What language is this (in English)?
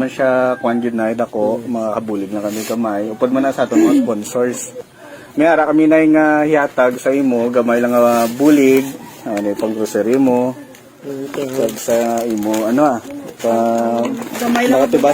Hiligaynon